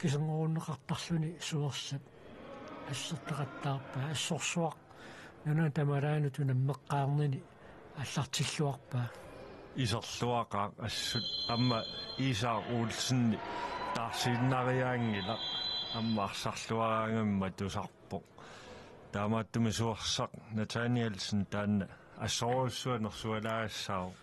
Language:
Kalaallisut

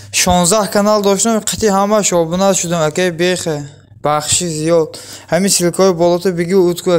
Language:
Tajik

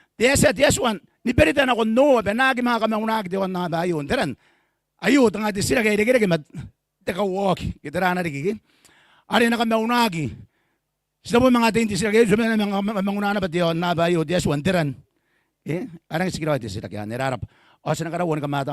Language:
Gilbertese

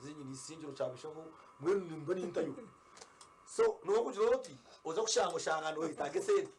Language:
Nyankole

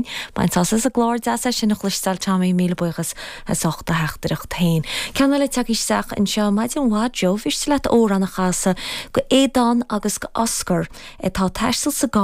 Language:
Irish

